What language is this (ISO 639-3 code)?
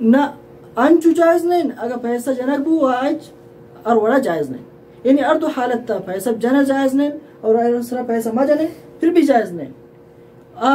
bal